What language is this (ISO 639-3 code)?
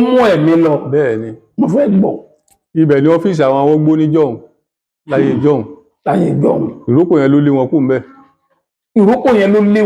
yor